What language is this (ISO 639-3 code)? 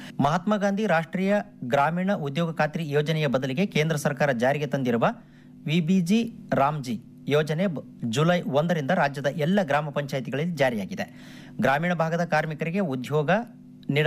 kan